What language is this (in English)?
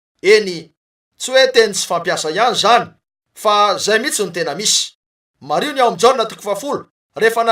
Malagasy